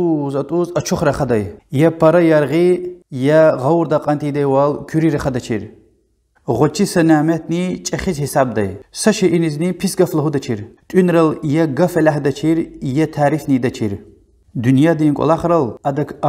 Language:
Lezghian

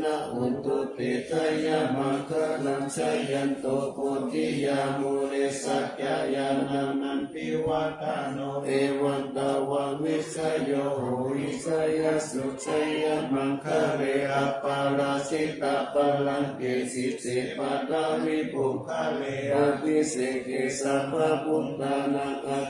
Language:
Pali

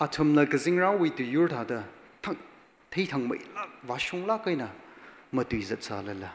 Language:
Tangkhul Naga (India)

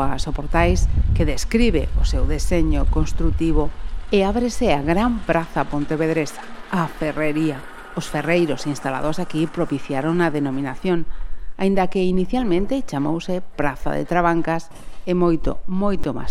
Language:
Galician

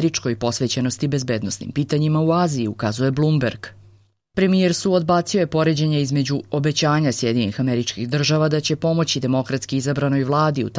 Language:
Serbian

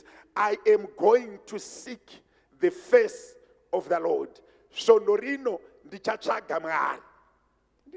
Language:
Shona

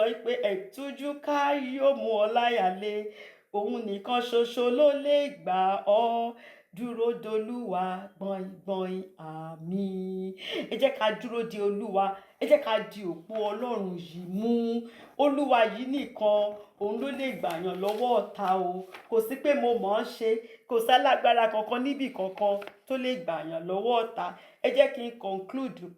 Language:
Yoruba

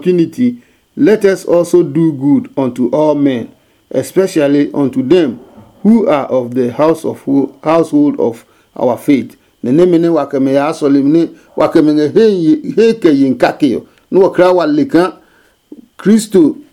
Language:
Adangme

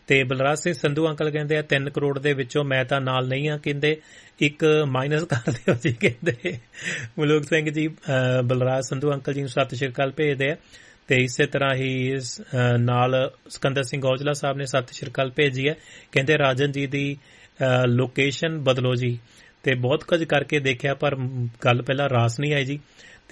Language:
Punjabi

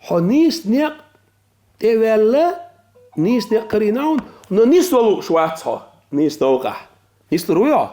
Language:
Chechen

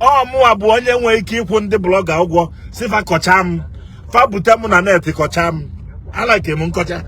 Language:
Igbo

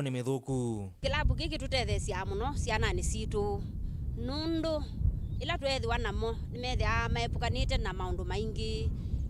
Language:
Kamba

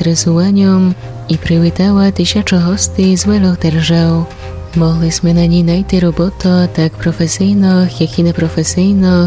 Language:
Rusyn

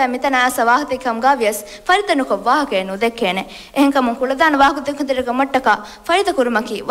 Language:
Divehi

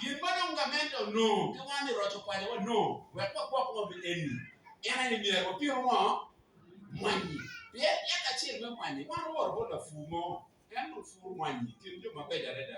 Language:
Acoli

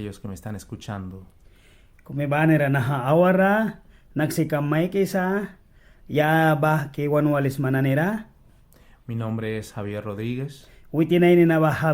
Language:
Mískito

